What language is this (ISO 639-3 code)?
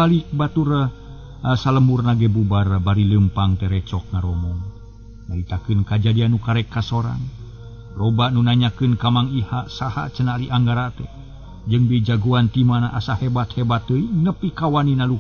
sun